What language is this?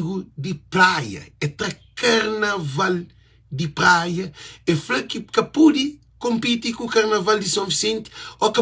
Kabuverdianu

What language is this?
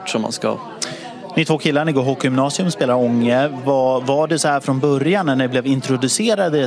Swedish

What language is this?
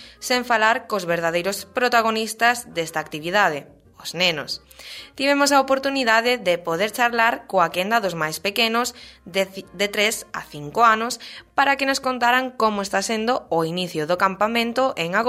Galician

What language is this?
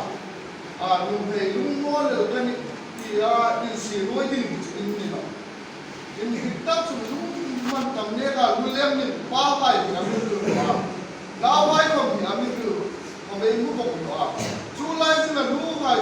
Hmar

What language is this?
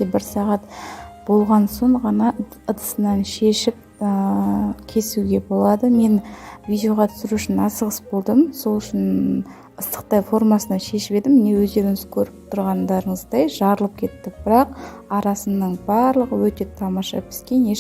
Kazakh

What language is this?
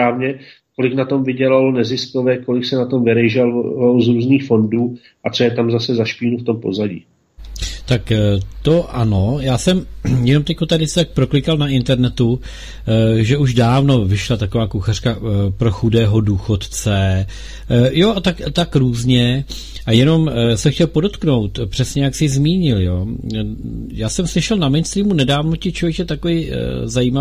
Czech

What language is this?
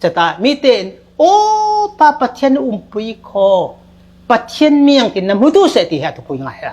Falam Chin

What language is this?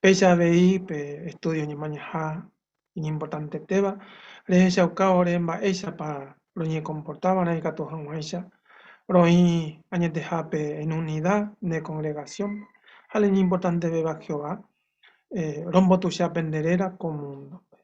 Guarani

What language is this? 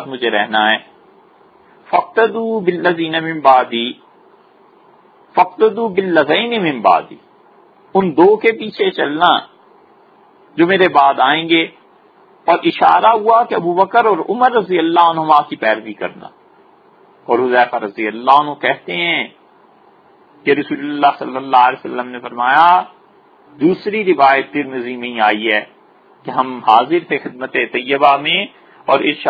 Urdu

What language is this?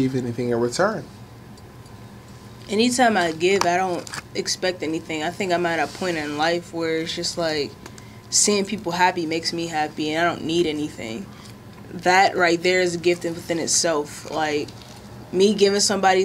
English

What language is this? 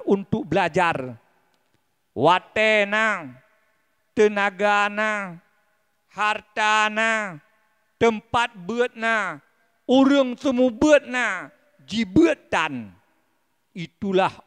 Achinese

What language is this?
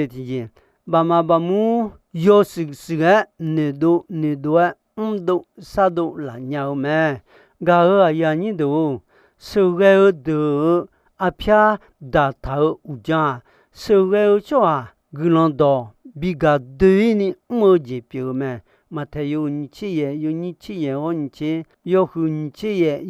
Akha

